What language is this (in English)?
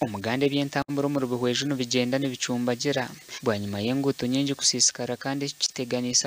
Nyankole